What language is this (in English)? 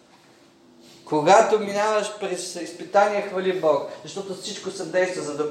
Bulgarian